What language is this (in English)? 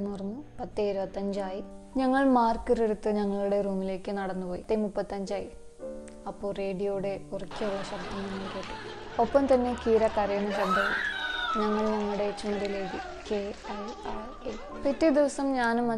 Malayalam